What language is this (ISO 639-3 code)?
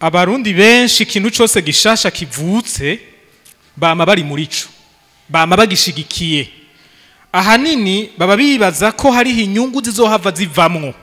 run